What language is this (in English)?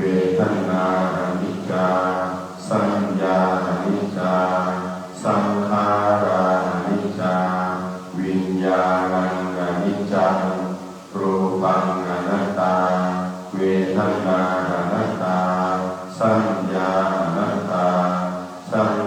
Pali